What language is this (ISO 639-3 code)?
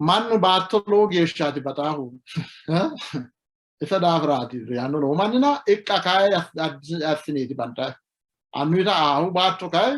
sid